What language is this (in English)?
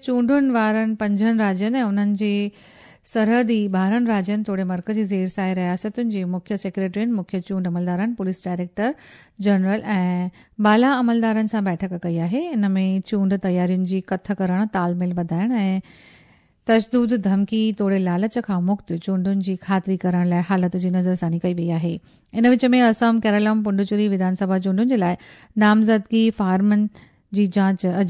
Sindhi